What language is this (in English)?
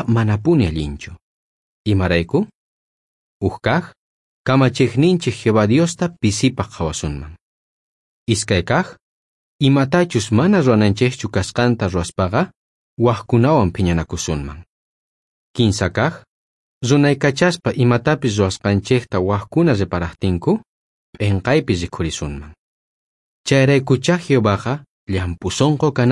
South Bolivian Quechua